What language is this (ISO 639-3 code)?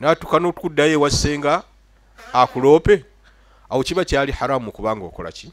lug